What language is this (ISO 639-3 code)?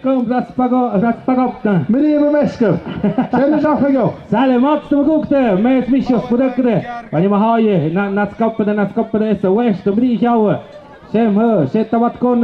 mxp